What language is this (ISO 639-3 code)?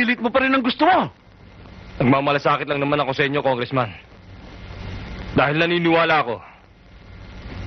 fil